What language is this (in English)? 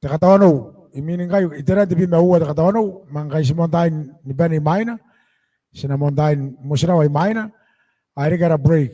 Gilbertese